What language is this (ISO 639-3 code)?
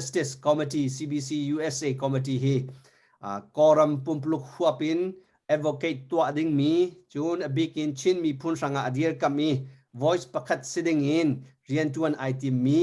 cnh